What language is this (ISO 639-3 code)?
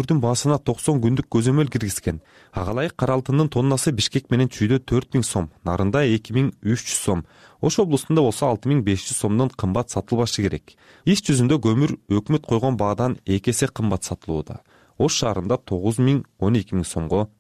kir